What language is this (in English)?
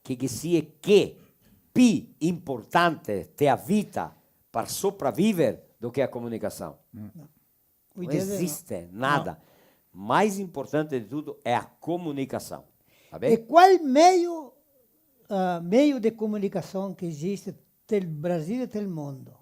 Venetian